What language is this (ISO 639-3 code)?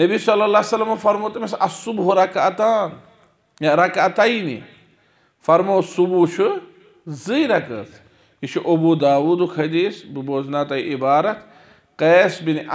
kas